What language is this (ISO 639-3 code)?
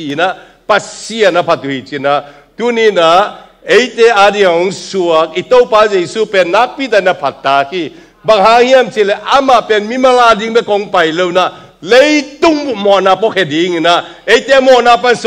ctd